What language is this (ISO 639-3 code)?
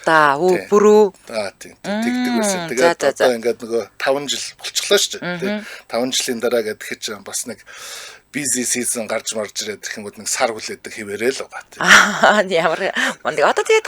mon